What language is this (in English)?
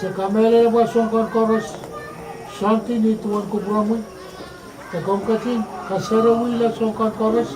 Pohnpeian